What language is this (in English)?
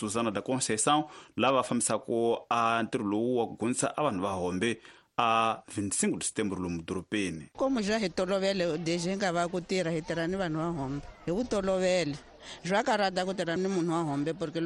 Tsonga